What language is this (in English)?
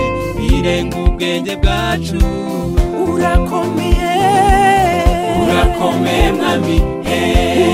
Kinyarwanda